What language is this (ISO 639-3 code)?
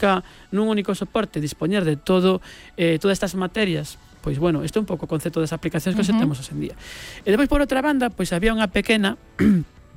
glg